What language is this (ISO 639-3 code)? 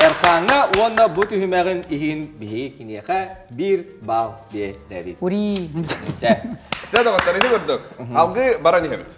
sah